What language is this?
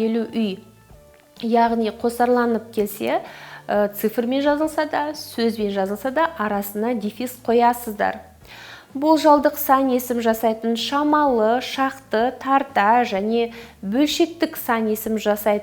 Kazakh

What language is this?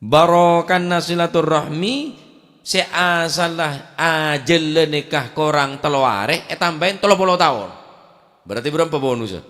Madurese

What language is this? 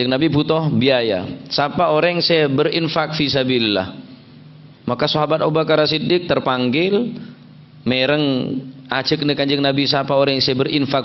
Madurese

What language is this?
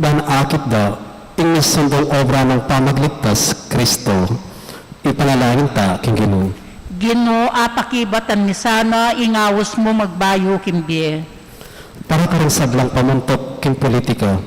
Pampanga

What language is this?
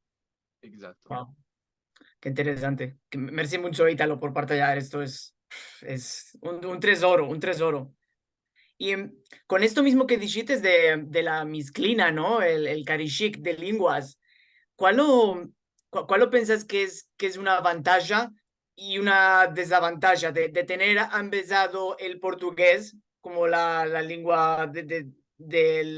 Ladino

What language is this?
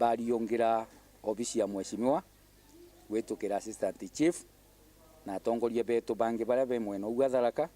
Meru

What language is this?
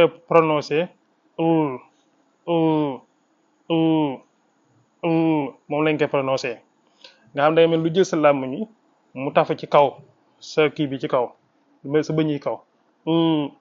Wolof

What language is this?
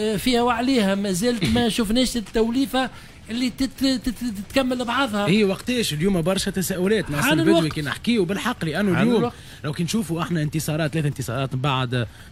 Tunisian Arabic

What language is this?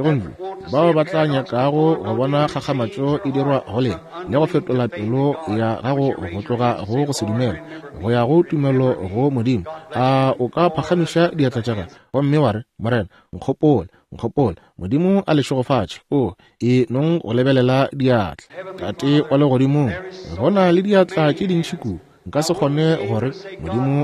Northern Sotho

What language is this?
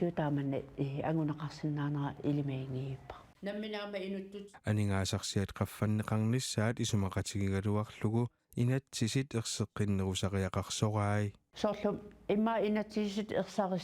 Kalaallisut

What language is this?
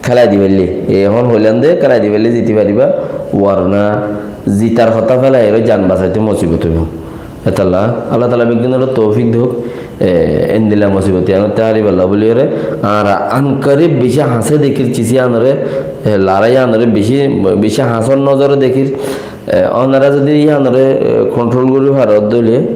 Rohingya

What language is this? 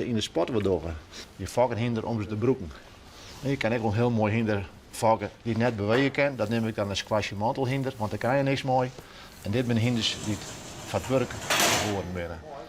Western Frisian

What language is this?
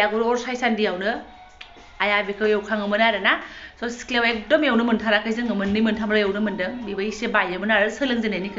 Bodo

